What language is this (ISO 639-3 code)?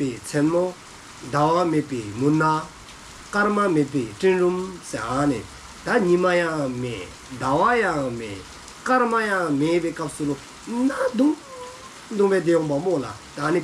dzo